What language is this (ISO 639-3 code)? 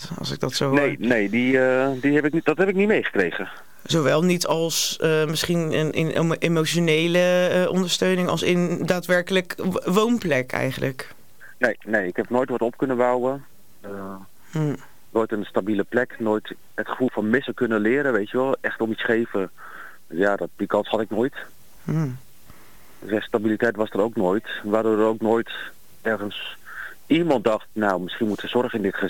nld